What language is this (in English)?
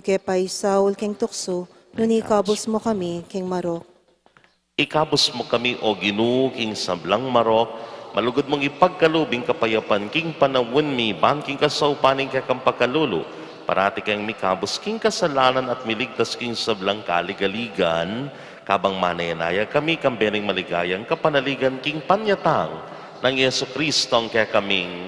Pampanga